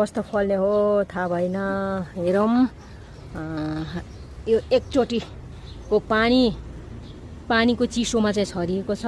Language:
Nepali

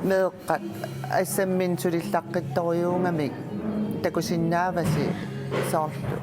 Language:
Kalaallisut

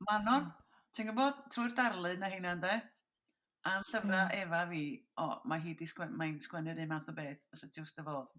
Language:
Welsh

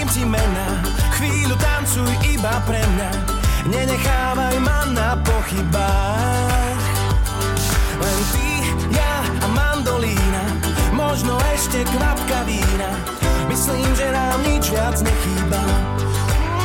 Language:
Slovak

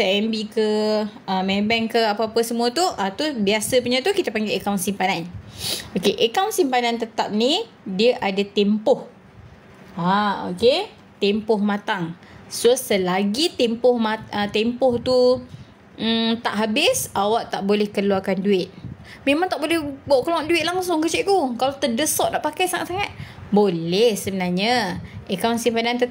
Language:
Malay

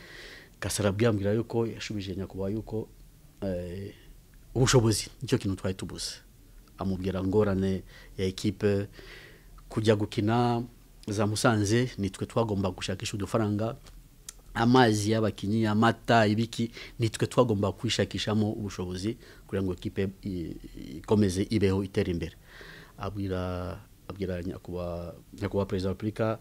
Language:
Kinyarwanda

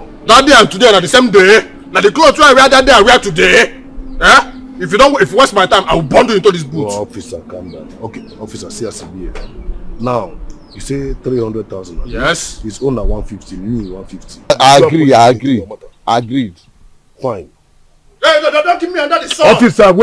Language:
Nigerian Pidgin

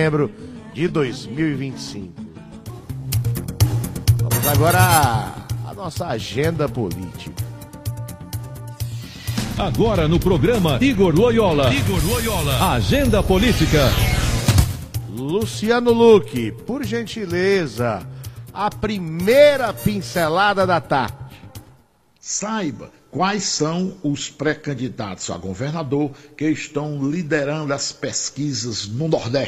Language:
Portuguese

